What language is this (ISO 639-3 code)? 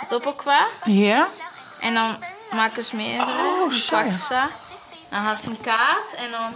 fry